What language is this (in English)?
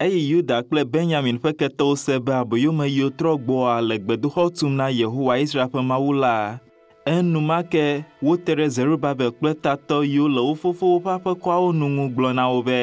Ewe